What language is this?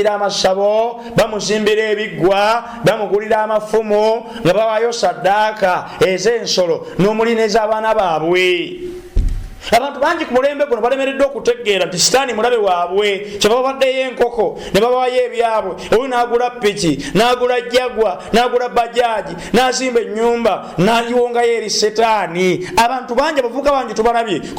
Ganda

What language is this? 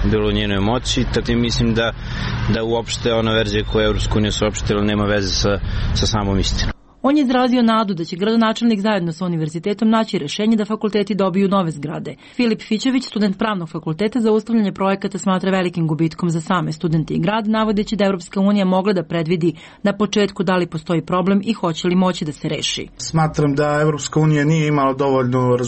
Serbian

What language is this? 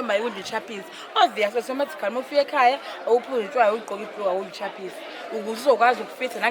Zulu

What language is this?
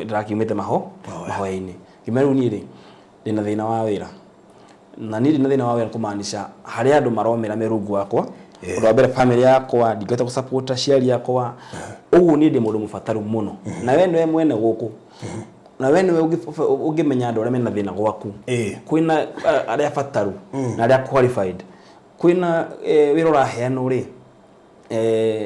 Kikuyu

